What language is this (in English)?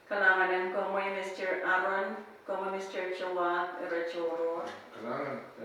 Pohnpeian